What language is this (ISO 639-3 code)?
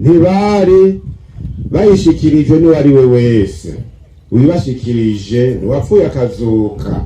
run